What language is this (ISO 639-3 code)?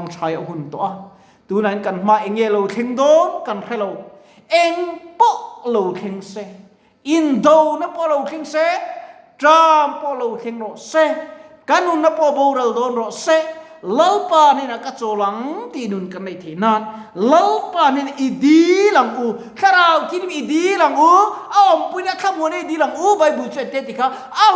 lus